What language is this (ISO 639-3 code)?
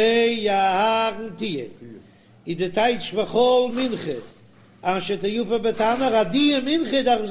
yid